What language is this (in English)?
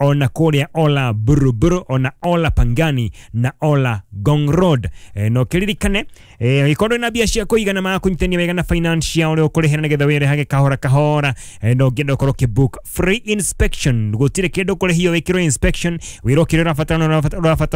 Kikuyu